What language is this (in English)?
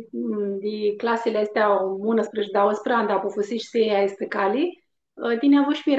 Aromanian